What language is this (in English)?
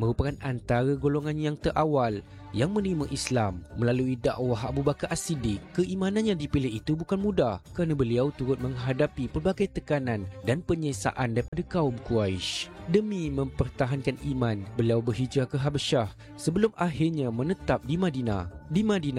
Malay